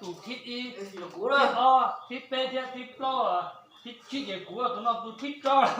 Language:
Hmong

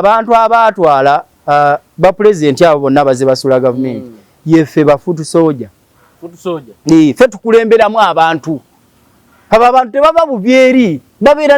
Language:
Ganda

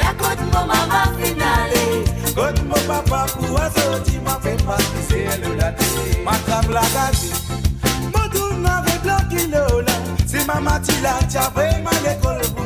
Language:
Morisyen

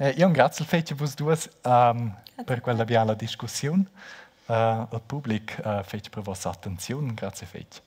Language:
Romansh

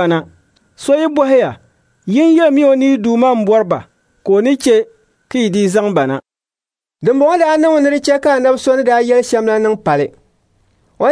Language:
Dagbani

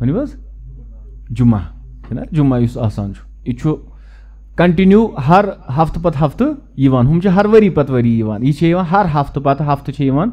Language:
Kashmiri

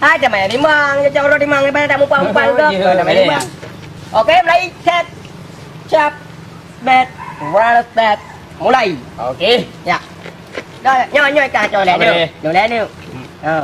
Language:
Achinese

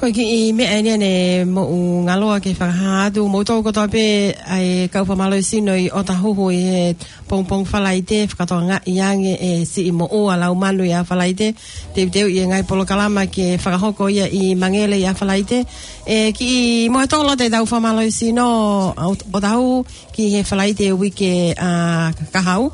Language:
Tongan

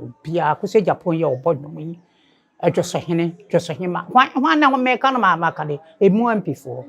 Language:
Akan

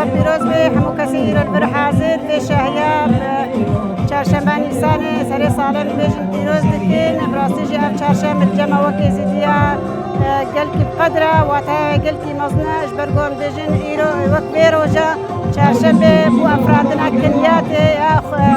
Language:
Kurdish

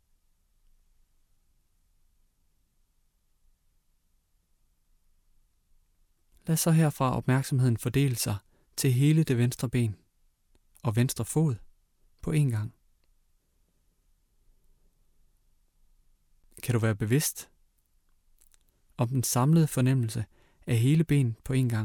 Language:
Danish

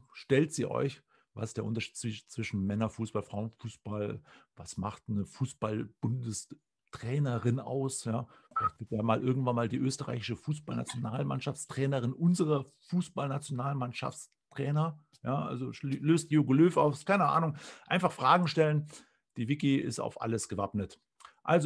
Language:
German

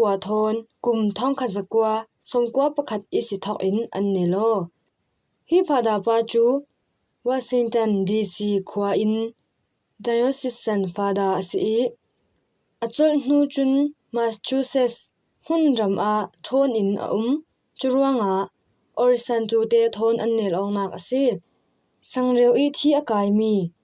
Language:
Falam Chin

